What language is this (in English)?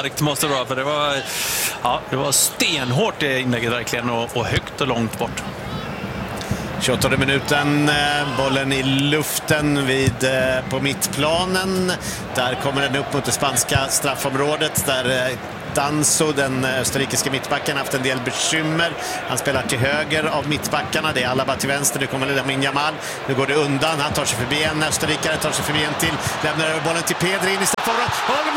Swedish